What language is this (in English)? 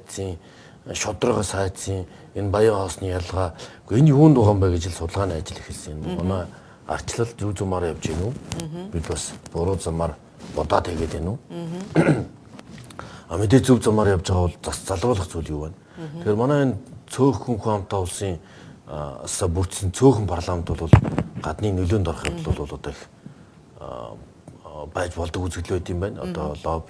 Mongolian